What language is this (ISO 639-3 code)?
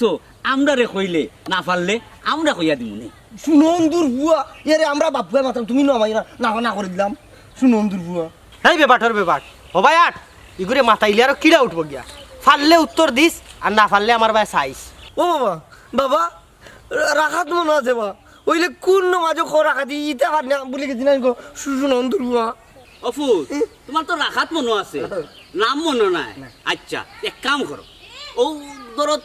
syl